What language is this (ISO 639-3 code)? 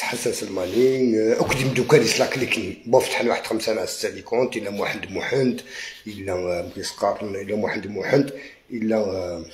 arq